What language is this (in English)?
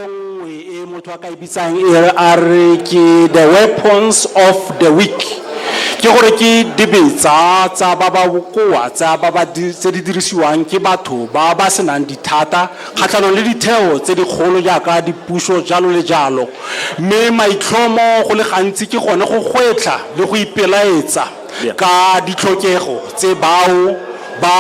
Tswana